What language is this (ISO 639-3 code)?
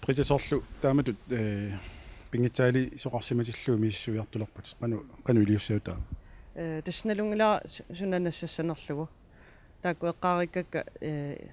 kal